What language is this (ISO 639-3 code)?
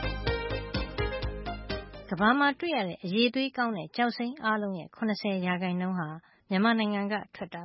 mya